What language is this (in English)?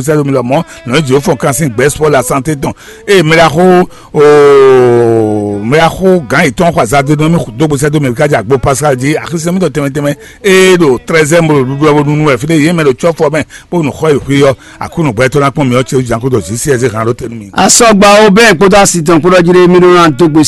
Fon